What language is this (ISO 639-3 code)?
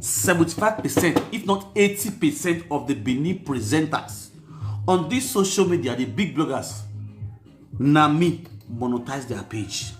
pcm